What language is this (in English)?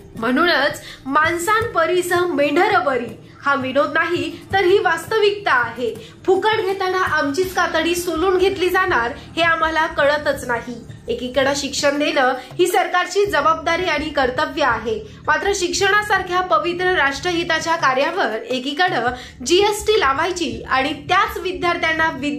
Marathi